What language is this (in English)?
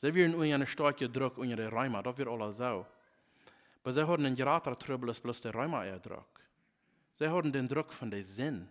Plautdietsch